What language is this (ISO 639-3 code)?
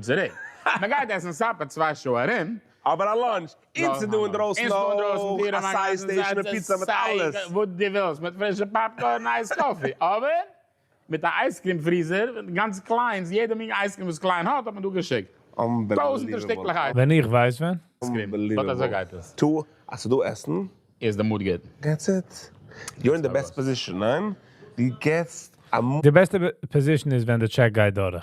yid